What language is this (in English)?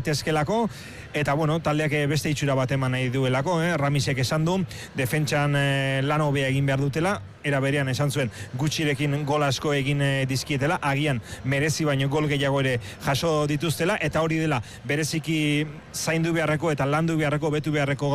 Basque